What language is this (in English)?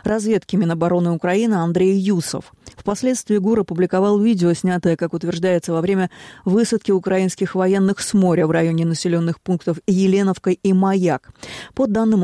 Russian